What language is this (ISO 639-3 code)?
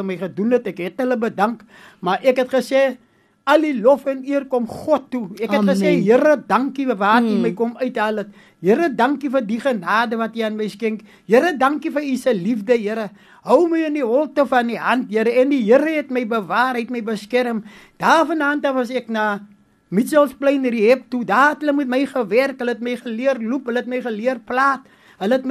afr